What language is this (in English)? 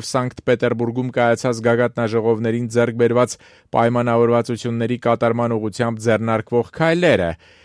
Armenian